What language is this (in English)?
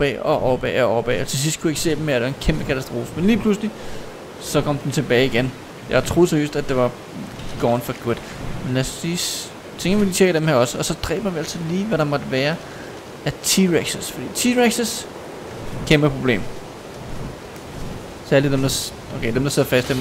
Danish